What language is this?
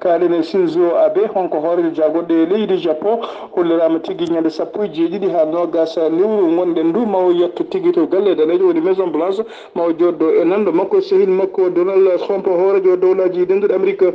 Fula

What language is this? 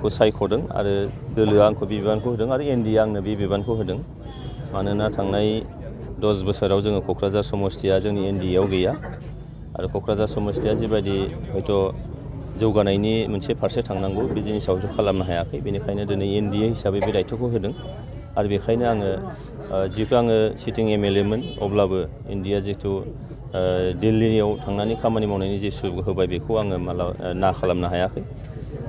Bodo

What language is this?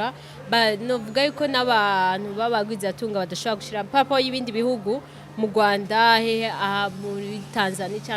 Rundi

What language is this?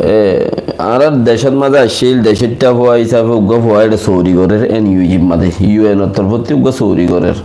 Rohingya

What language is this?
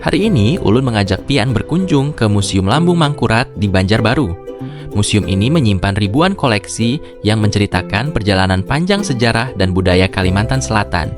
Banjar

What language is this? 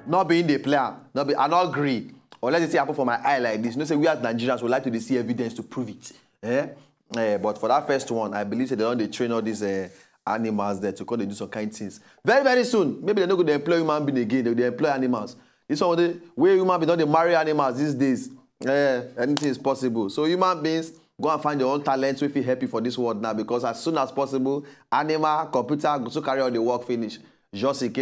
Nigerian Pidgin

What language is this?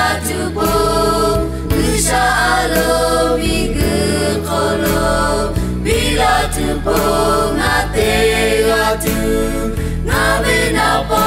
Lahu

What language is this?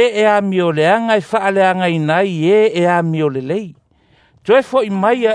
Samoan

